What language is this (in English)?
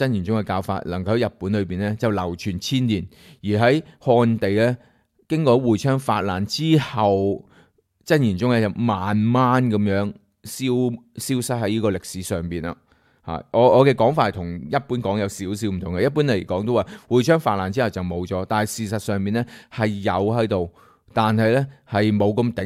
Cantonese